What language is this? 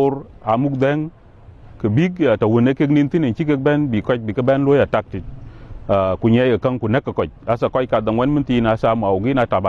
Dinka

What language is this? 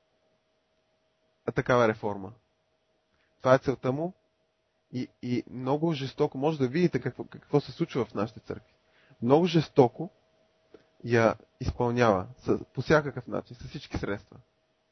Bulgarian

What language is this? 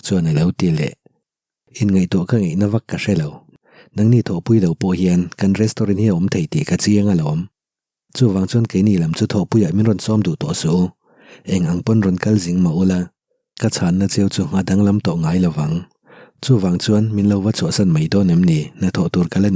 Mizo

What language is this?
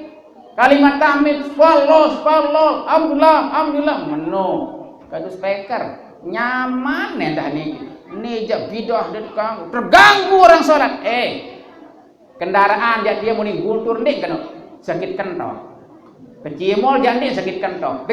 Sasak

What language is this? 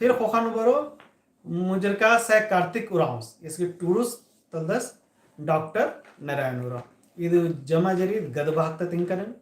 Kurukh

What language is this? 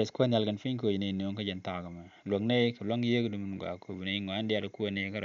Nuer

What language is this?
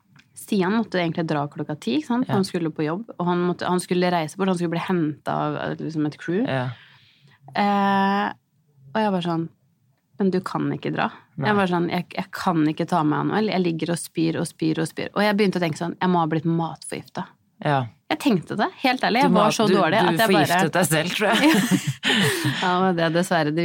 Norwegian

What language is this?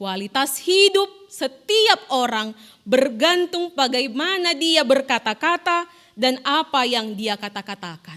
Batak Toba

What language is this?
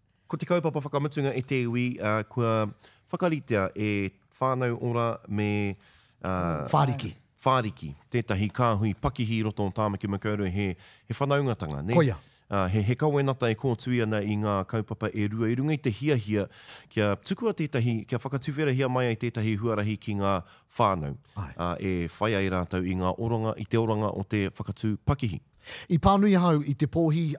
Māori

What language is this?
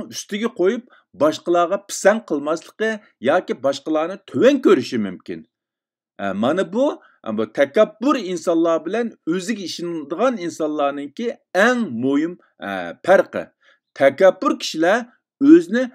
Uyghur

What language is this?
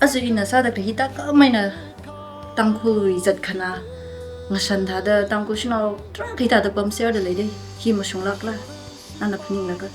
Tangkhul Naga (India)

